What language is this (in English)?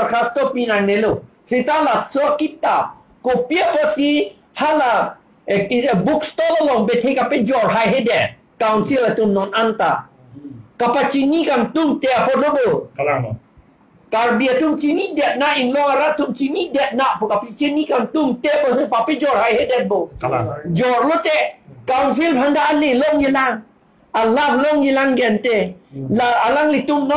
Karbi